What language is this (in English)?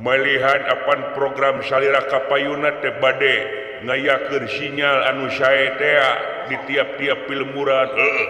Sundanese